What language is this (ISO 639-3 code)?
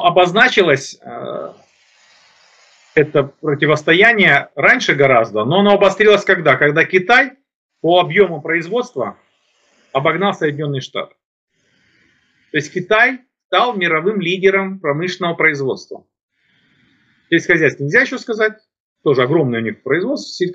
rus